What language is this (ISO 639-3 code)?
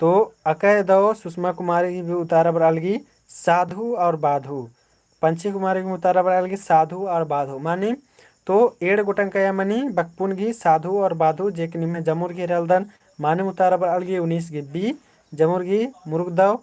kru